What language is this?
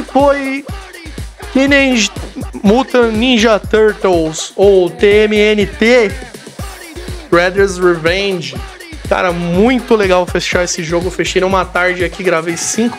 Portuguese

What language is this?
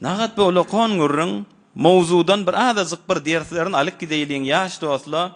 Turkmen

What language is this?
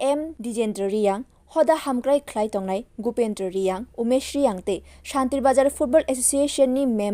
Kok Borok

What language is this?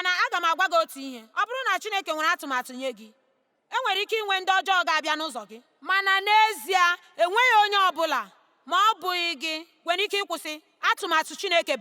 Igbo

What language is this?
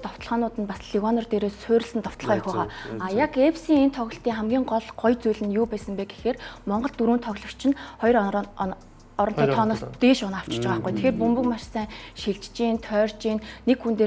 Mongolian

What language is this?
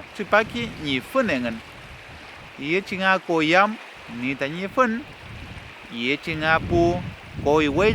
Mapuche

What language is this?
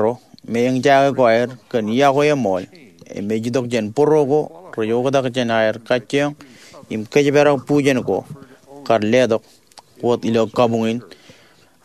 Marshallese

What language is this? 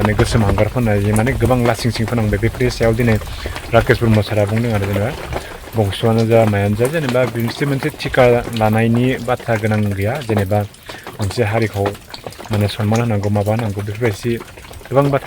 Bodo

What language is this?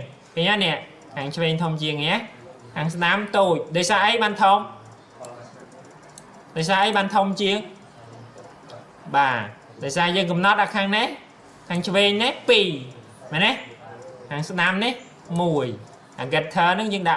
Khmer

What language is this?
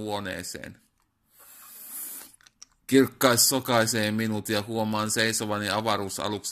Finnish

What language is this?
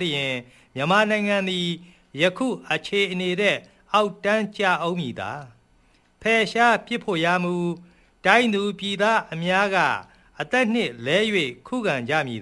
Burmese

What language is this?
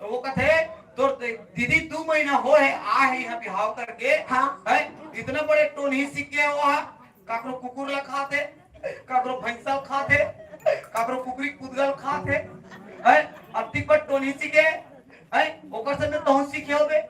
Chhattisgarhi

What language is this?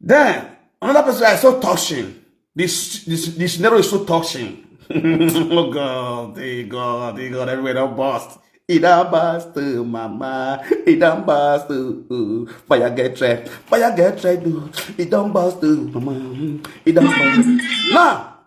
Nigerian Pidgin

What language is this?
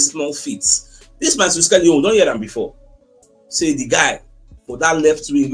Nigerian Pidgin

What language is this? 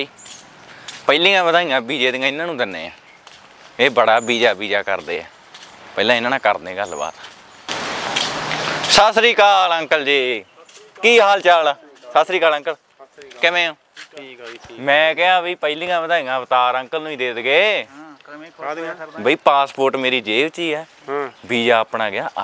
Punjabi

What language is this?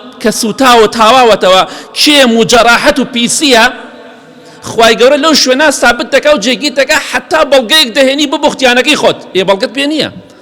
Central Kurdish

